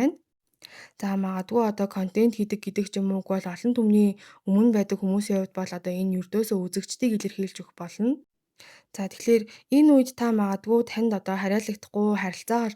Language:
Mongolian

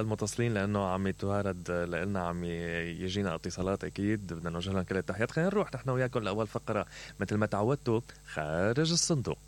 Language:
Mesopotamian Arabic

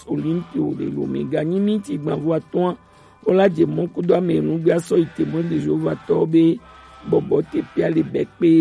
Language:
Gen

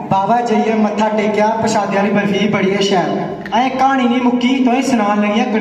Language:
Dogri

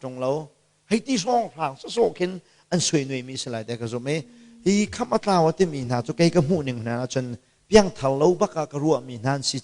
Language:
Hakha Chin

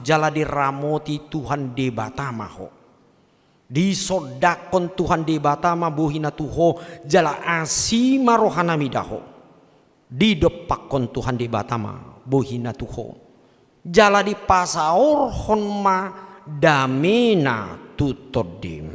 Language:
Batak Toba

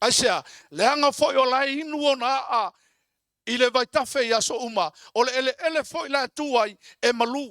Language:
Samoan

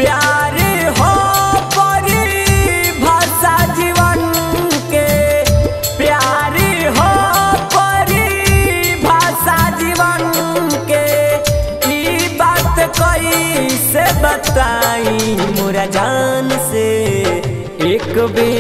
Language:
Bhojpuri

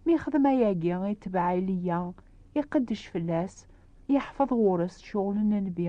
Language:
Kabyle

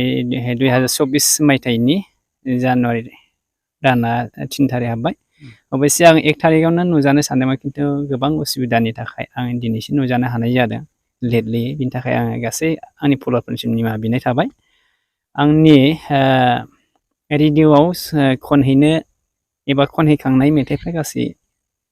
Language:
Bodo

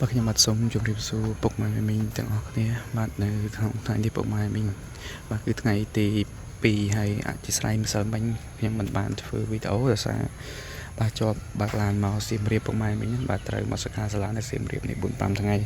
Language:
Khmer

